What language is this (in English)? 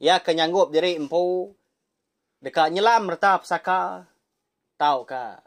Iban